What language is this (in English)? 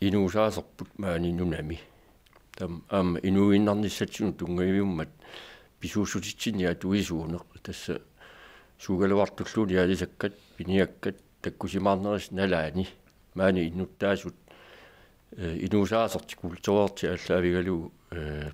Kalaallisut